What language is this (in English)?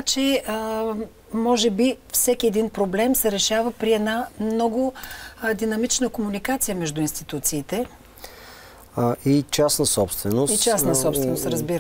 Bulgarian